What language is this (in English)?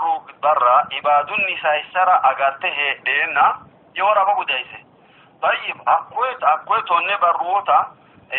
Sidamo